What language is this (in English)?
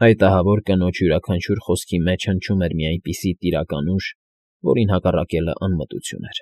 Armenian